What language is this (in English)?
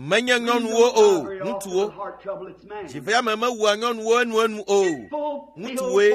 Ewe